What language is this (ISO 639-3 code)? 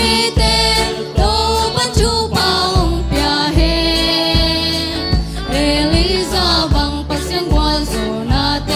ctd